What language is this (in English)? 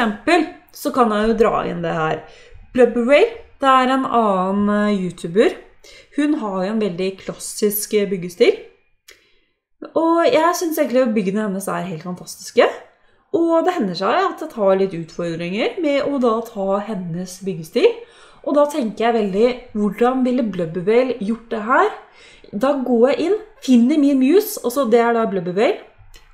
Norwegian